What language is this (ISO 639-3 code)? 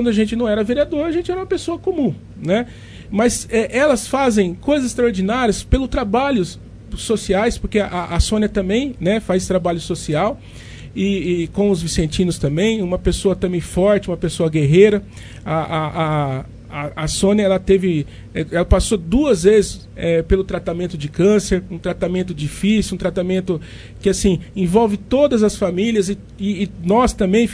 por